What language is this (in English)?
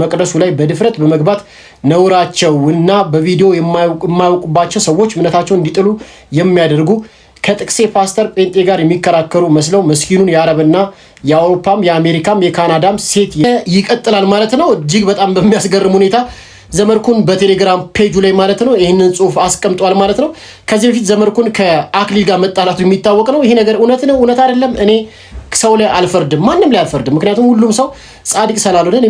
Amharic